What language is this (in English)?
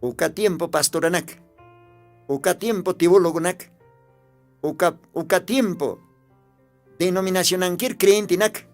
Aymara